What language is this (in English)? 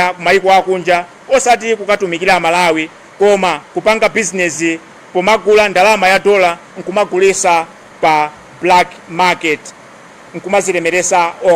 Nyanja